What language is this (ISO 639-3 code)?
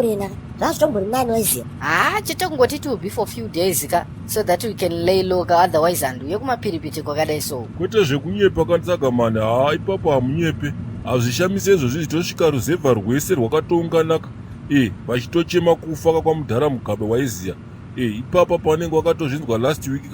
sna